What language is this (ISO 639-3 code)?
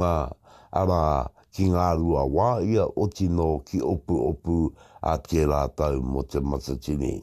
mri